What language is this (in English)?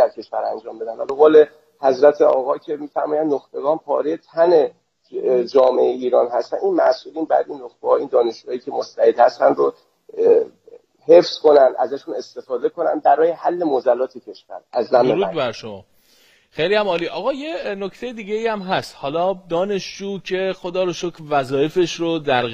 Persian